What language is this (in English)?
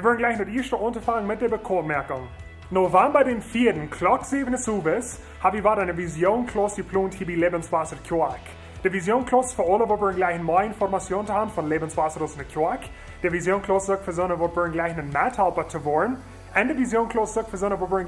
Plautdietsch